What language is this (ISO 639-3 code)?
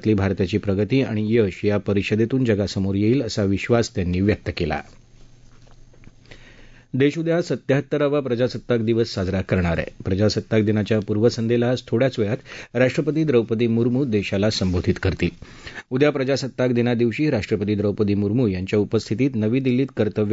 mar